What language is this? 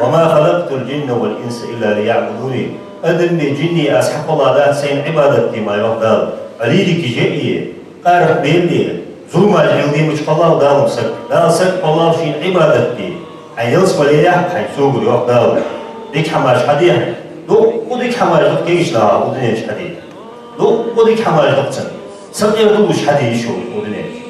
Ingush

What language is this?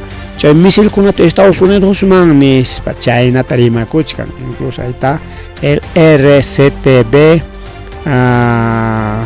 Ayacucho Quechua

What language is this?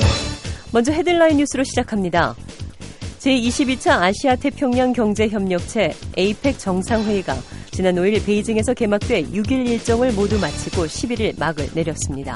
Korean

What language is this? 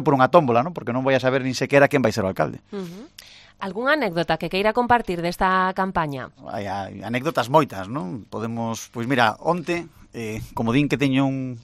Galician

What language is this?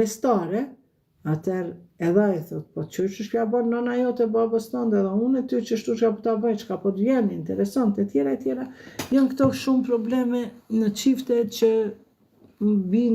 Albanian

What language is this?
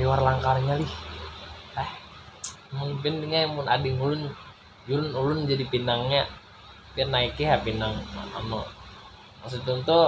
Banjar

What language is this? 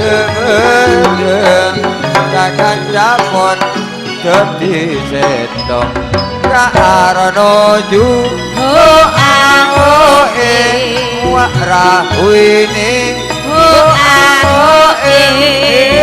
Madurese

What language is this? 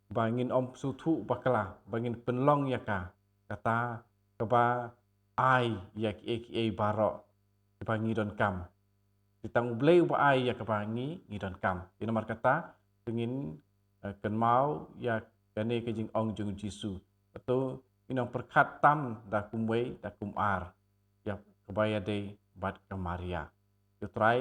Khasi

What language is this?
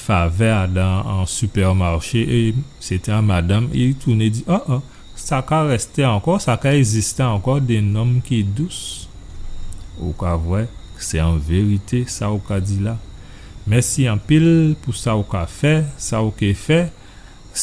Guadeloupean Creole French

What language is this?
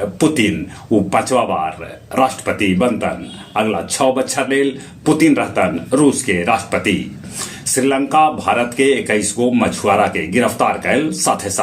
Magahi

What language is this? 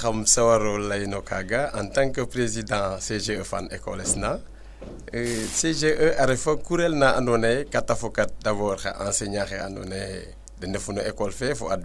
Serer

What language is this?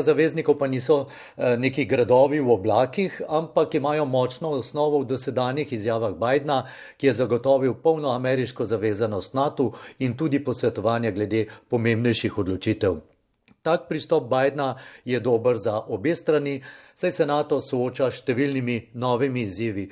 Slovenian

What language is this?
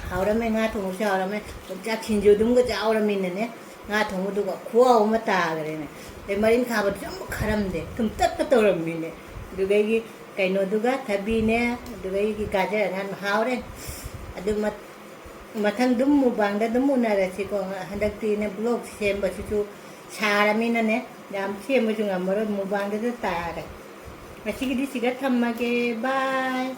Manipuri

